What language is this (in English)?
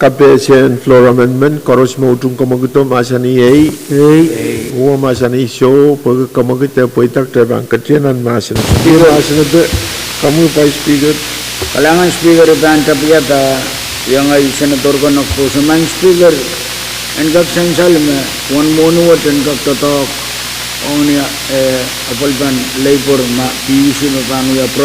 Pohnpeian